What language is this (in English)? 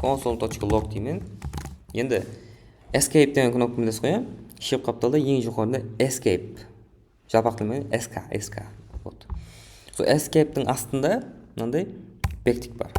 Kara-Kalpak